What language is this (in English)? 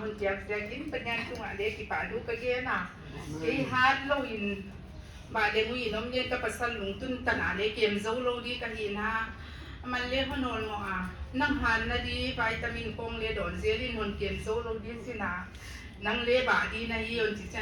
Paite Chin